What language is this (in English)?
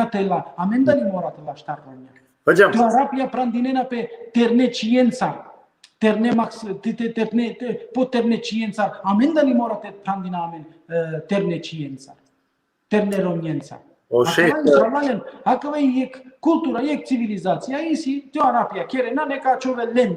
Balkan Romani